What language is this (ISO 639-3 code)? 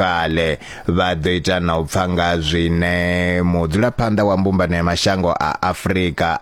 ven